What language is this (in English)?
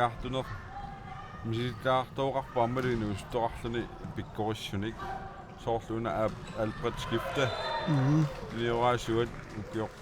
Kalaallisut